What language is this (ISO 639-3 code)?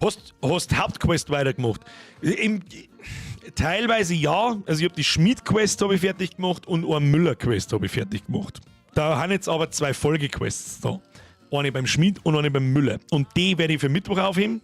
bar